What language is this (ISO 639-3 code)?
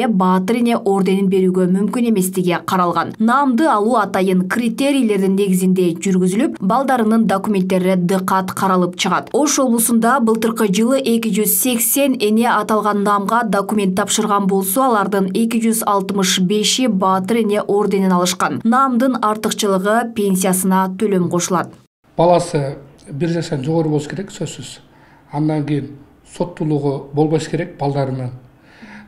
kir